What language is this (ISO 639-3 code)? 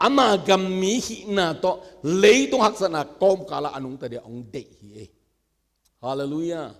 ctd